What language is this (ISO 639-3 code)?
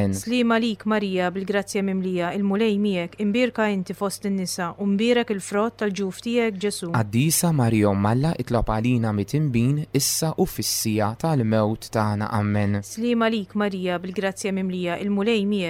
mlt